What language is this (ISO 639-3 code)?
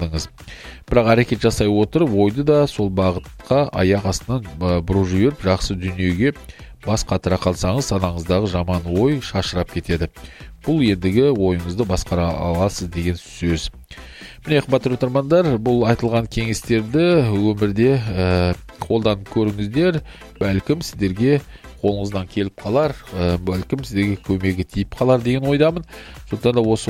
kaz